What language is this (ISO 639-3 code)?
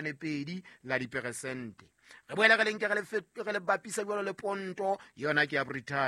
sot